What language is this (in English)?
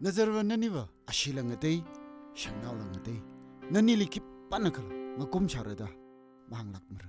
Tangkhul Naga (India)